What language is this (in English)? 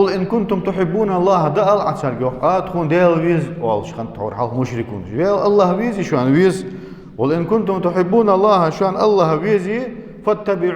Ingush